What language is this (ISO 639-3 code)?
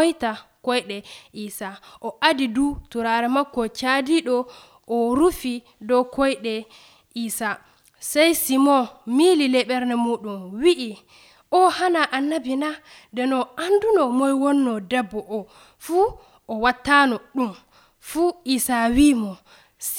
fuv